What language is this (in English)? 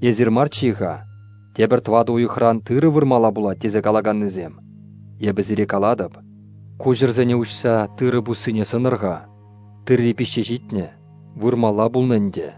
Chuvash